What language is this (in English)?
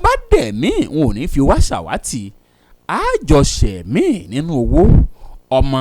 Yoruba